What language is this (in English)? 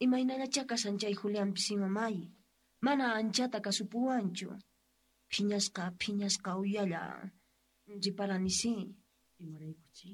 South Bolivian Quechua